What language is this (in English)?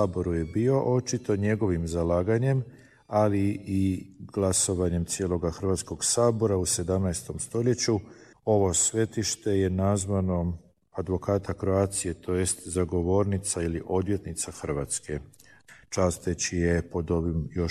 Croatian